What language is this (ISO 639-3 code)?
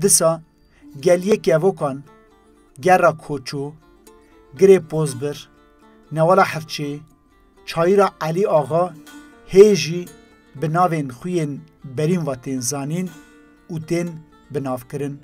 kur